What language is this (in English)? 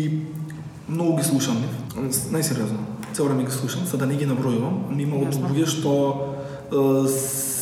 Macedonian